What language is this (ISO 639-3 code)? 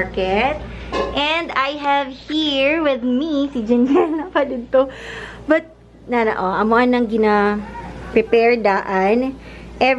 ceb